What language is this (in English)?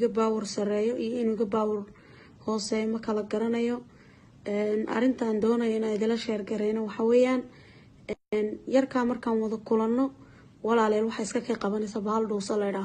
Somali